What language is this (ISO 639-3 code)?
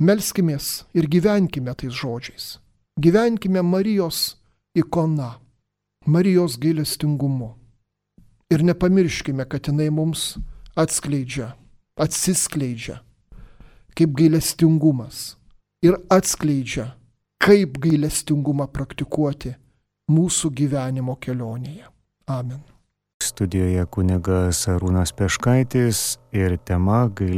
lit